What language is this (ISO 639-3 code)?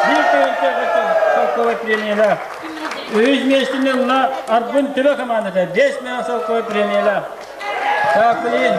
sah